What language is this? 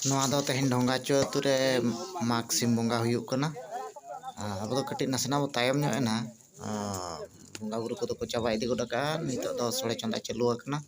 Santali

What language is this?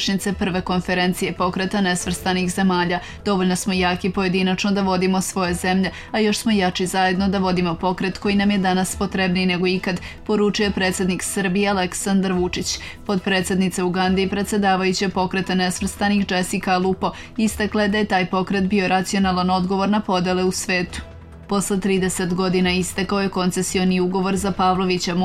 Serbian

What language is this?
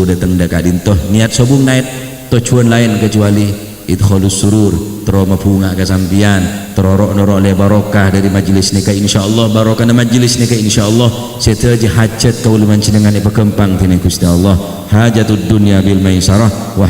Madurese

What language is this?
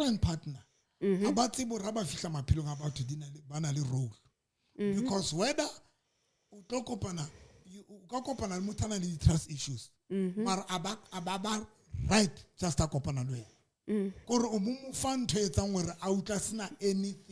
Southern Sotho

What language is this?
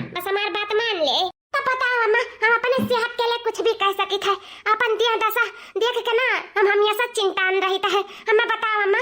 Awadhi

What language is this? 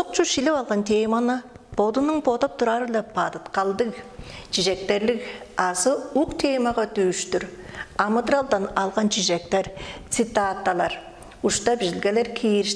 Tuvinian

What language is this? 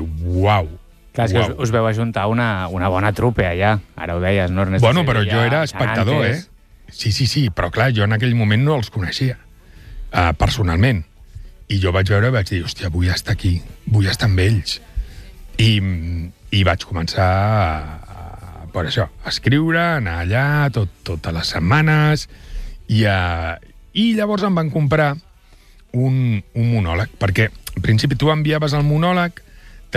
Catalan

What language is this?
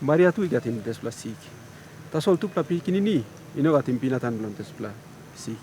Tok Pisin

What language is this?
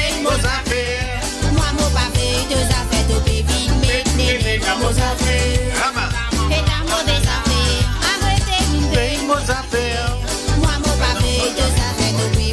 Morisyen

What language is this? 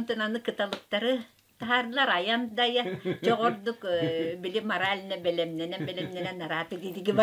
Yakut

